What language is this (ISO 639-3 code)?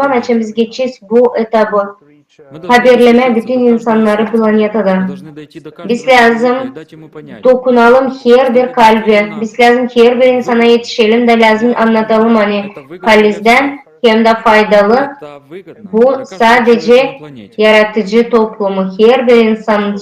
gag